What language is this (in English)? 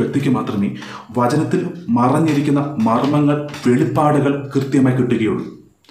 Malayalam